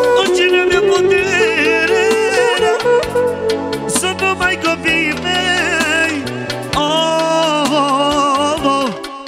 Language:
Romanian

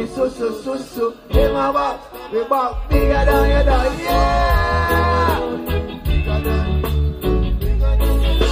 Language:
English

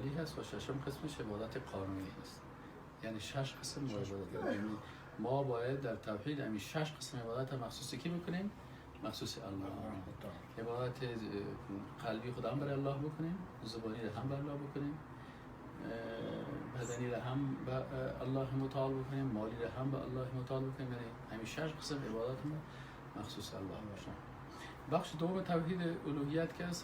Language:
Persian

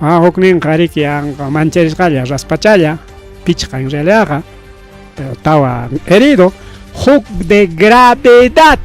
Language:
Ayacucho Quechua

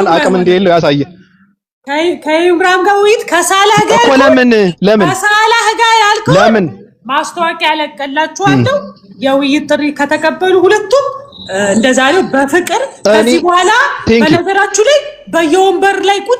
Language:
Amharic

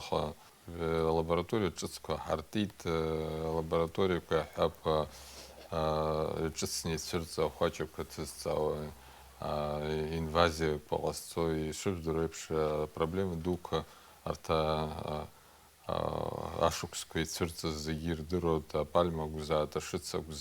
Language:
Abkhazian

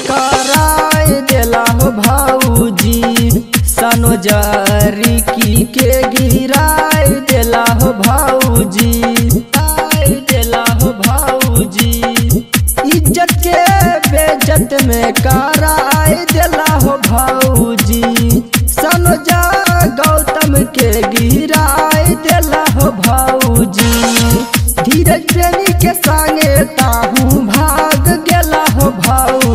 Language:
Bhojpuri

